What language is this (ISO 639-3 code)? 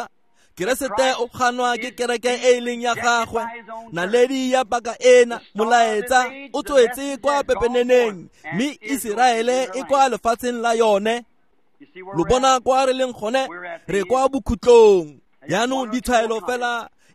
tsn